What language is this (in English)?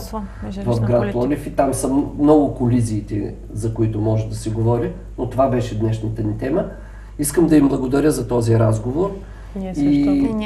Bulgarian